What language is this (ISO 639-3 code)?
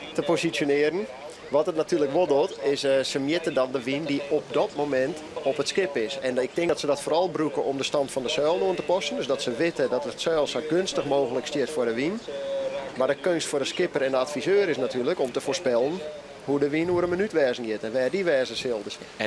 fry